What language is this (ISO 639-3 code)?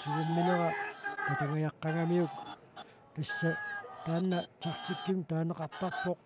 kal